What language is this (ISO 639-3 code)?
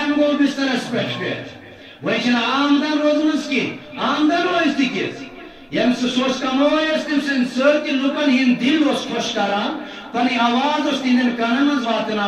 kas